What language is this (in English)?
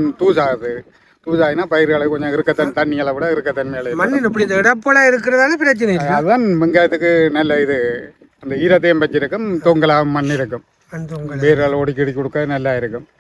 Tamil